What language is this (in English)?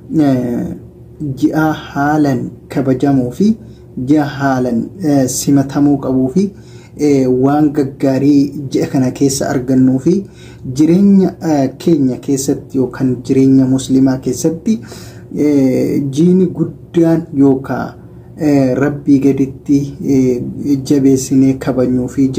Oromo